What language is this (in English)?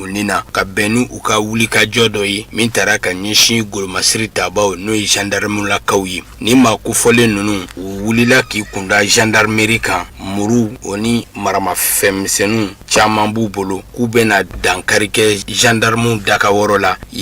Bambara